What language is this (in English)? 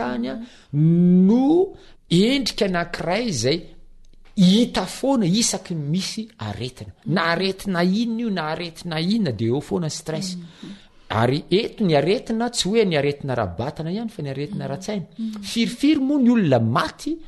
Malagasy